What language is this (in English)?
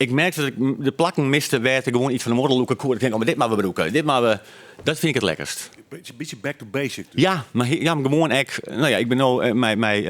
Western Frisian